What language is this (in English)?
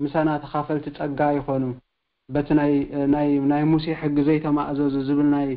Tigrinya